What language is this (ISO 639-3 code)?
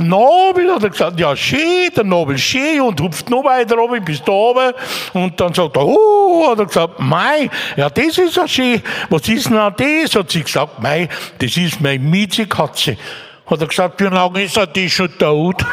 bar